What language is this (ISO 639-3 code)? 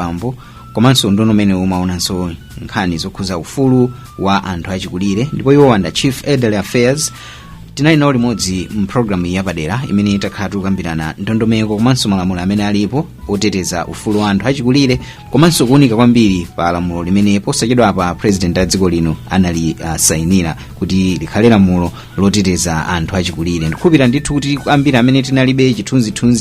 nya